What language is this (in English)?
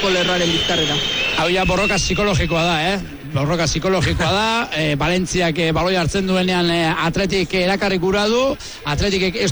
Basque